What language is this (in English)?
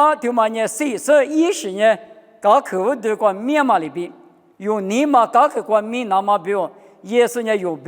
Lisu